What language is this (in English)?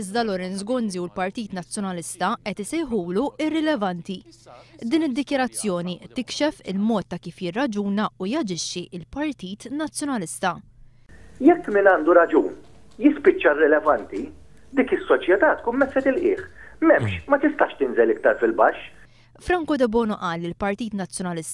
Maltese